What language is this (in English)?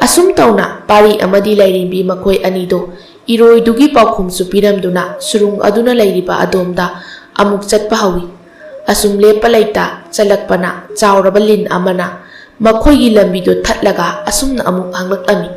Manipuri